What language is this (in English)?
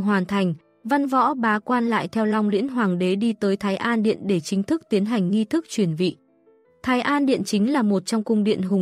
Vietnamese